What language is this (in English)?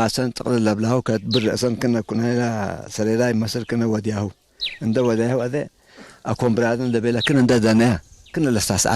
Tigre